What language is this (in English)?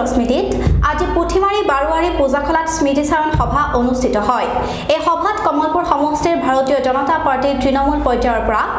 Assamese